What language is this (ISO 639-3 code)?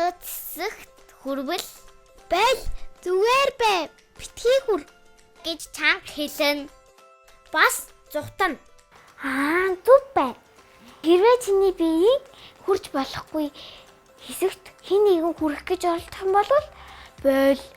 mon